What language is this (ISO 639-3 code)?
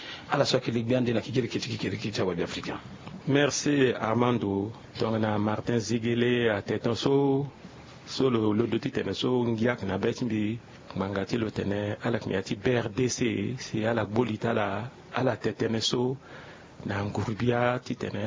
sag